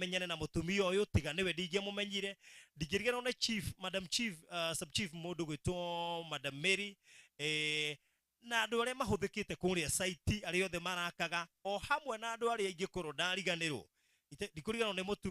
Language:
Kikuyu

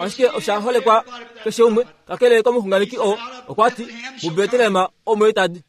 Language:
Kuanyama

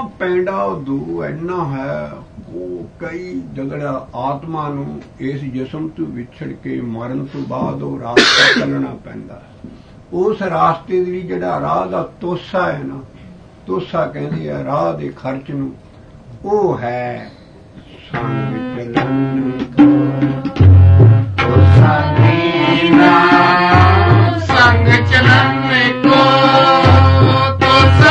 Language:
Punjabi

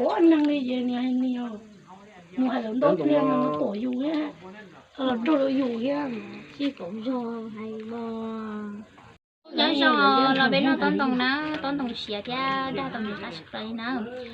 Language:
Hmong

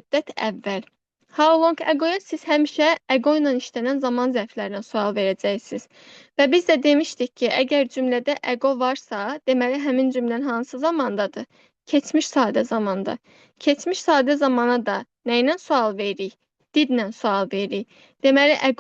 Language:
Azerbaijani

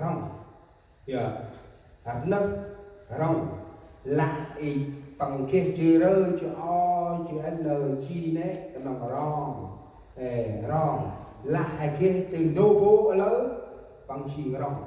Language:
Central Mnong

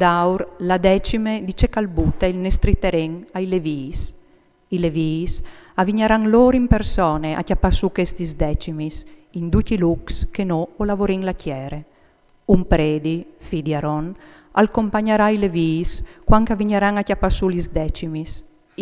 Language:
Friulian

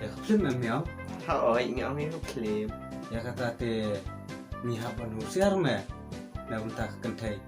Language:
Khasi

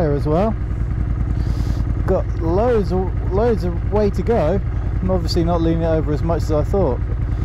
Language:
English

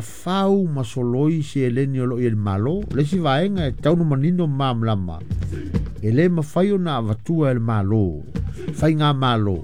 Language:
Samoan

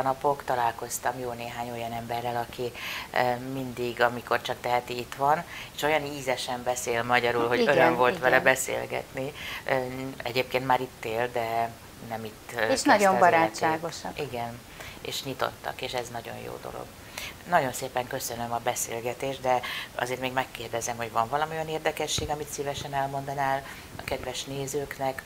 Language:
Hungarian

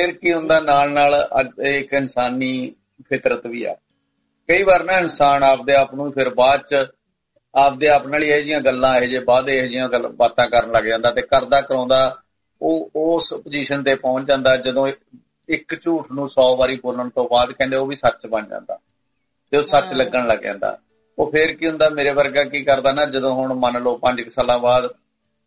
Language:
Punjabi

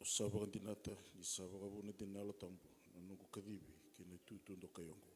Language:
Fijian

